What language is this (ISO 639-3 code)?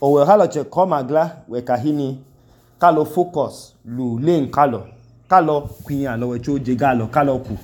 idu